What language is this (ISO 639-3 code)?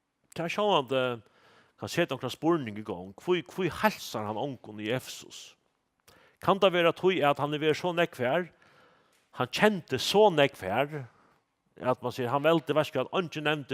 fao